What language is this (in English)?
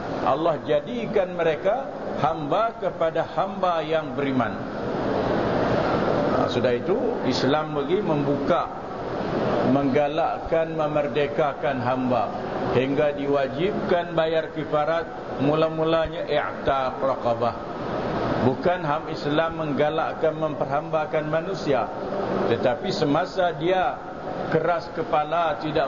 Malay